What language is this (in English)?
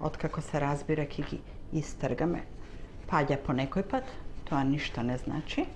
Macedonian